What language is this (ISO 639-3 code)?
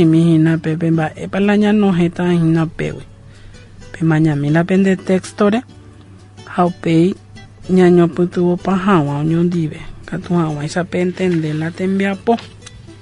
grn